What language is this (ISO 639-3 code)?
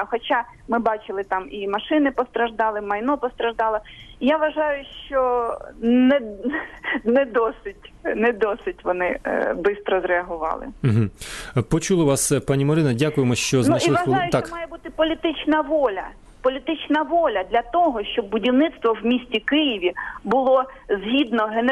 ukr